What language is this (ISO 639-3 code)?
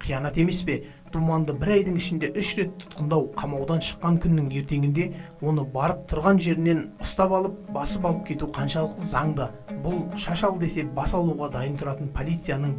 kaz